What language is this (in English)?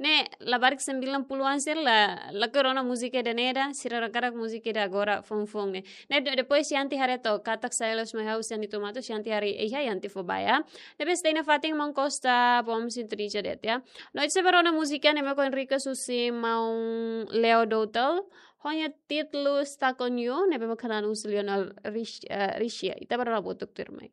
Tetum